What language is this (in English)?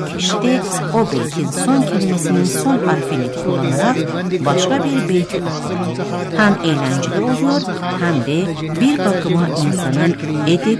Turkish